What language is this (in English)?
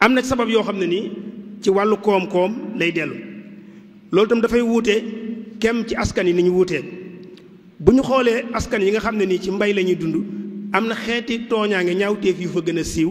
Wolof